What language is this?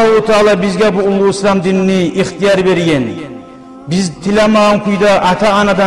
Kumyk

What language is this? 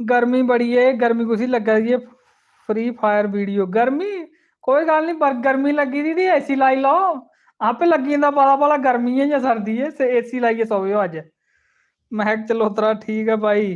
Dogri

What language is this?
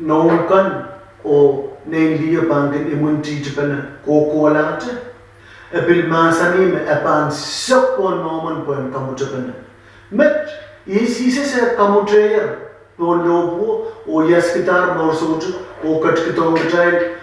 Pohnpeian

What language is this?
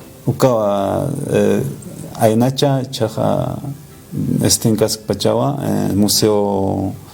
Aymara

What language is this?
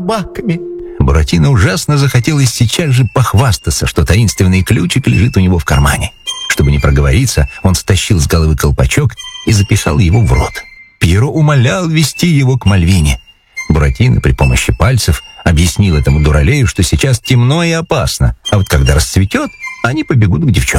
Russian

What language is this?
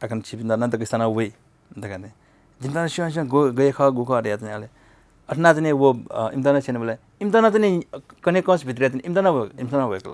Newari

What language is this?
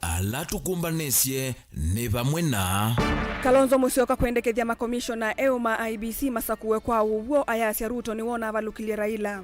Kamba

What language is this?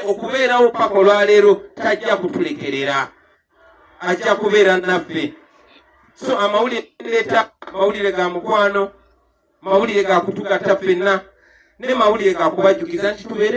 Ganda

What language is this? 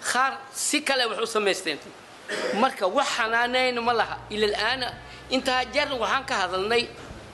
Somali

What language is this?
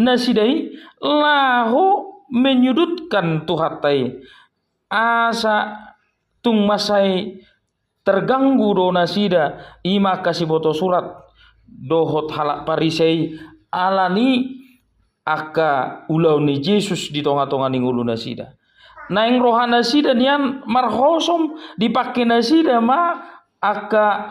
Batak Toba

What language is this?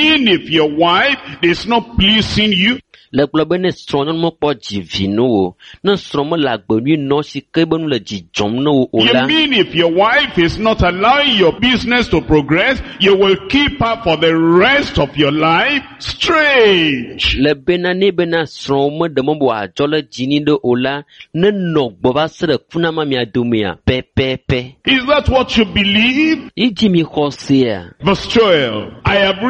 Ewe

